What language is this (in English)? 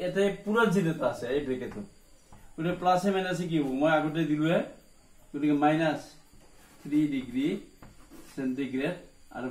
Assamese